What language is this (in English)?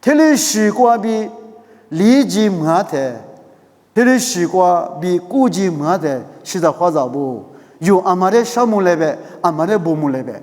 Lisu